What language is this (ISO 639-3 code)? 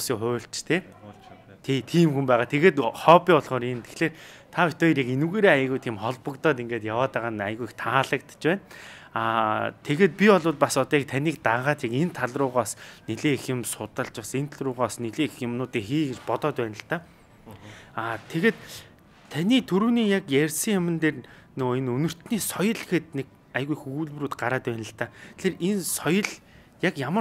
mon